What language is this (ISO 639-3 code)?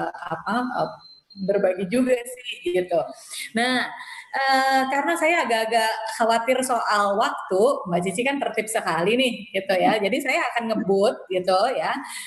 ind